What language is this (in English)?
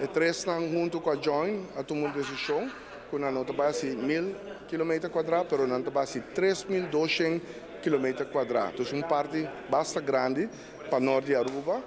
Papiamento